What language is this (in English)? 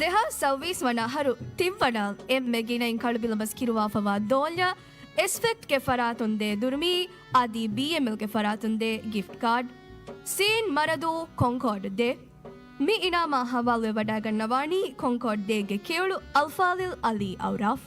Divehi